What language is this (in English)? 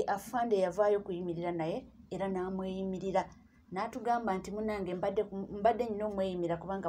Ganda